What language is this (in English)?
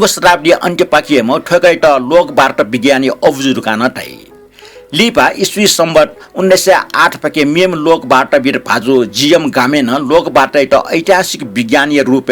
Newari